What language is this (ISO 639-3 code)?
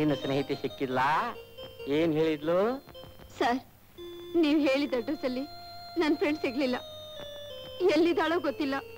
kan